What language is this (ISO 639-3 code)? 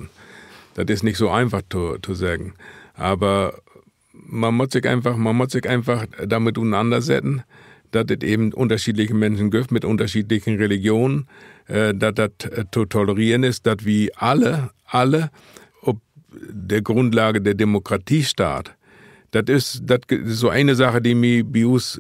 nds